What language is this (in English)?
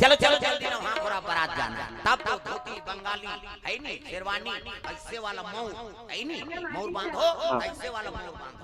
Chhattisgarhi